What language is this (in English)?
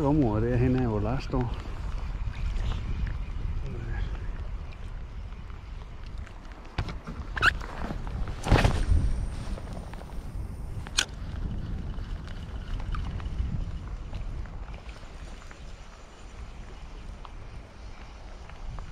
Danish